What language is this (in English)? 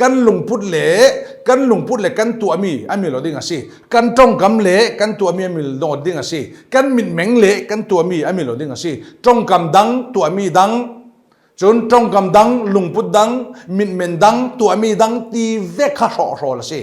Falam Chin